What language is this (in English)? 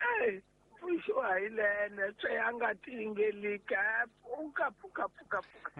Tsonga